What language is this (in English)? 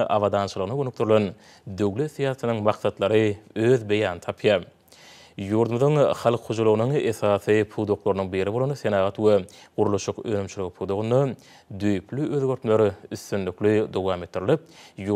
Turkmen